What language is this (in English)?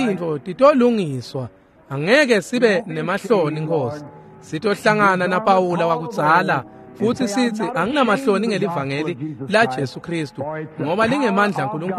Swati